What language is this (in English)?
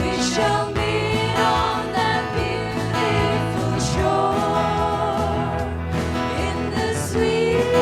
Tangkhul Naga (India)